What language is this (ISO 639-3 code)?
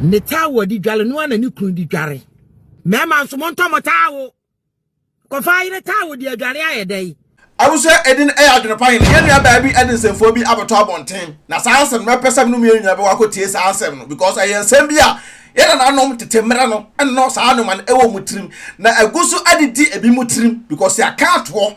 aka